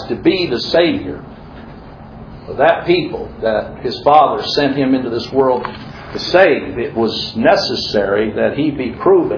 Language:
English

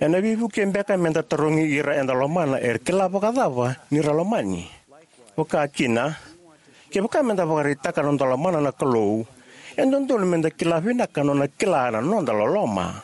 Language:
Fijian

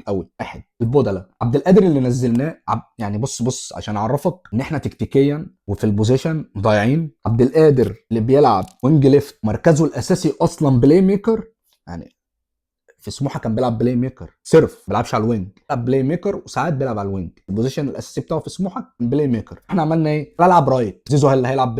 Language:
Egyptian Arabic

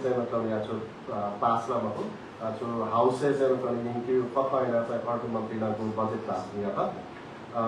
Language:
Newari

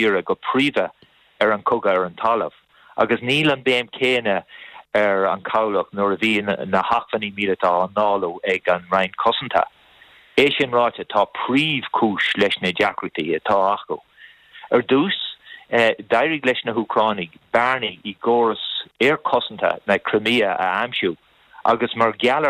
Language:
Irish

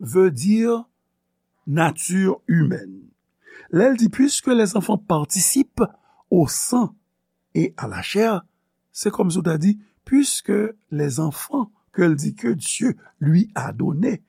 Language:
Haitian Creole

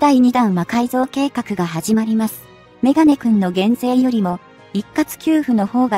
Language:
Japanese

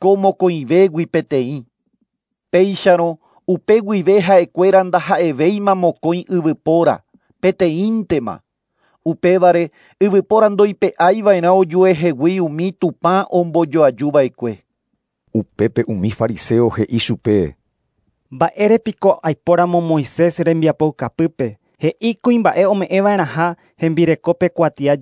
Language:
Guarani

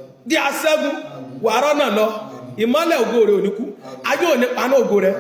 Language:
Yoruba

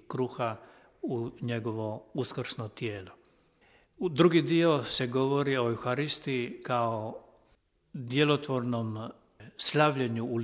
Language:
Croatian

